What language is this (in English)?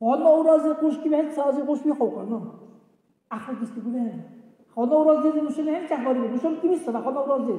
Dargwa